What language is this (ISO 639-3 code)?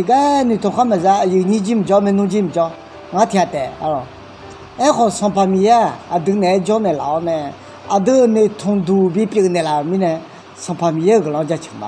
ahk